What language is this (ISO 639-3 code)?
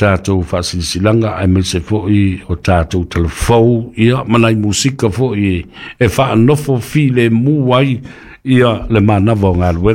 smo